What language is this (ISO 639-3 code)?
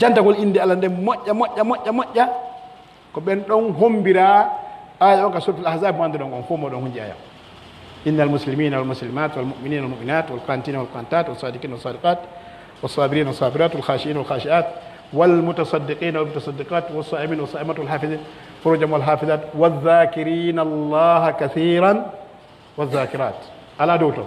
fuf